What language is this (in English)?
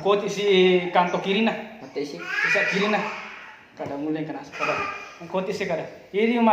Buginese